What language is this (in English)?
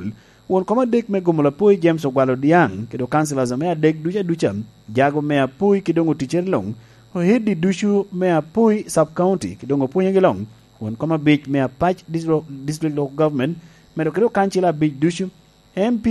Lango (Uganda)